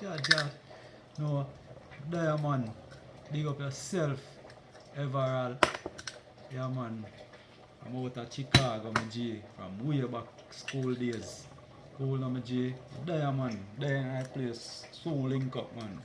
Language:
Jamaican Creole English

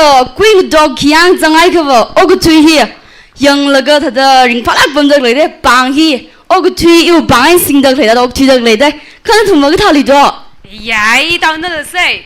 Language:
Tangkhul Naga (India)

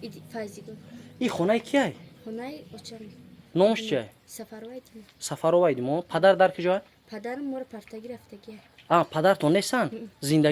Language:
Tajik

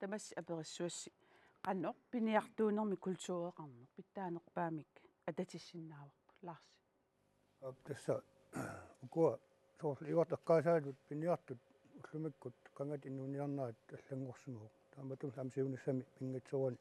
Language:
Kalaallisut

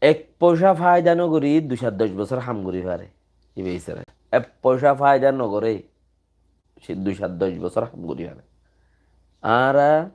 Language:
Rohingya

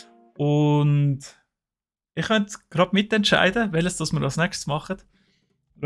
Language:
Swiss German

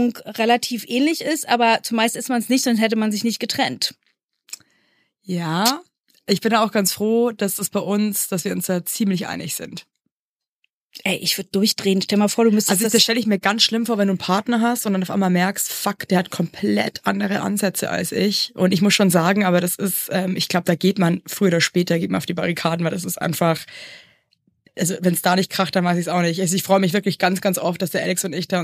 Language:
German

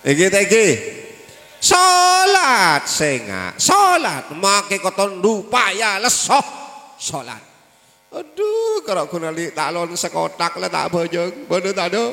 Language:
Madurese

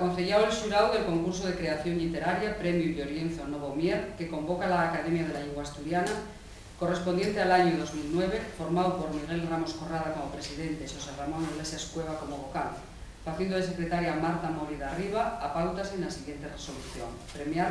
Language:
Asturian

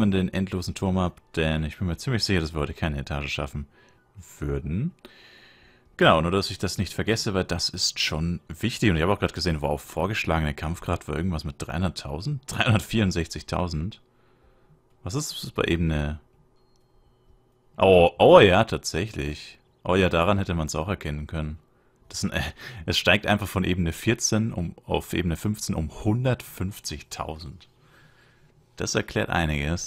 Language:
German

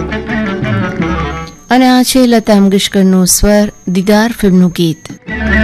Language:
Gujarati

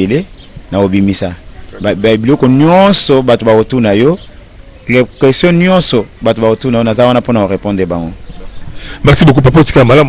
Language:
Lingala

